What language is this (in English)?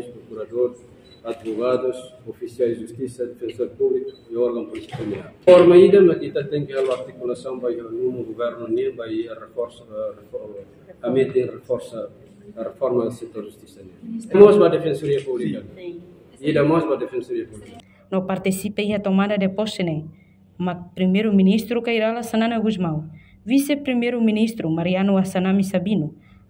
Tetum